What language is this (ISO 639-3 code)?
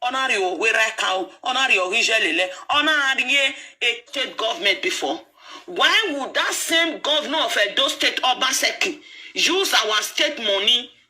pcm